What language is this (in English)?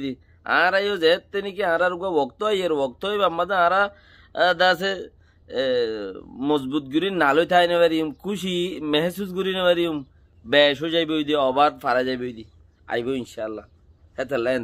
Rohingya